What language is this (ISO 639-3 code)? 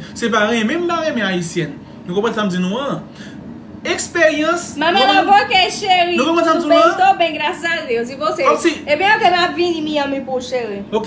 hat